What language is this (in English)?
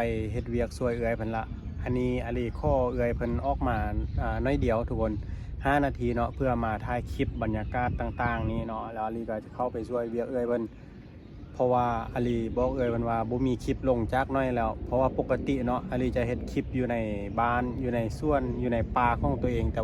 Lao